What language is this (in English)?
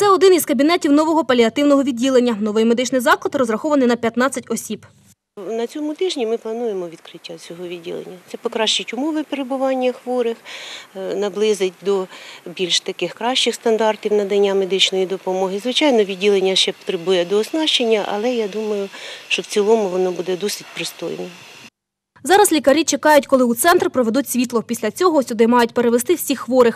Ukrainian